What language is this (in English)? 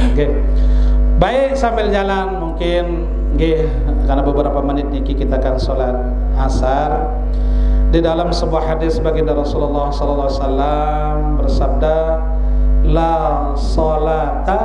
Sasak